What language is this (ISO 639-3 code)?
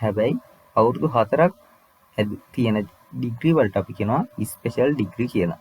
sin